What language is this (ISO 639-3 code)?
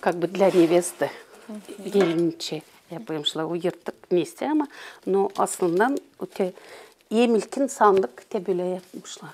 gag